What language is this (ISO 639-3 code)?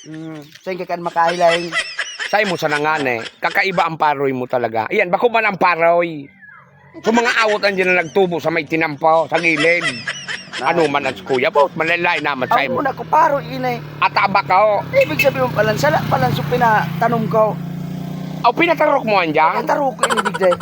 bik